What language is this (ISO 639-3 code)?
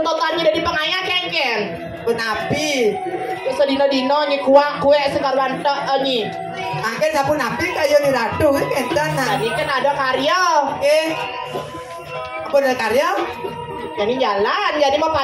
ban